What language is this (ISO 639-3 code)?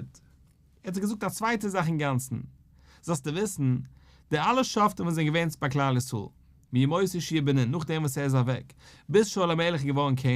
yid